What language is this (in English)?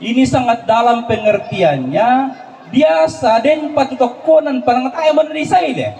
Toraja-Sa'dan